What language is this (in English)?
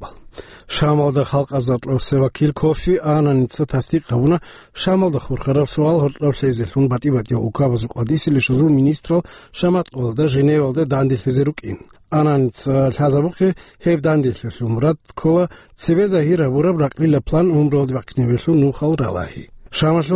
Avaric